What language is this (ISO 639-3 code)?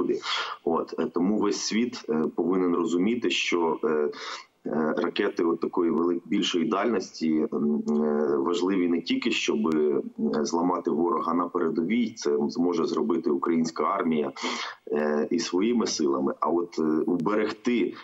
ukr